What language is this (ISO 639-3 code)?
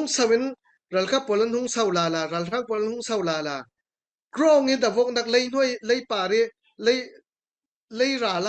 cfm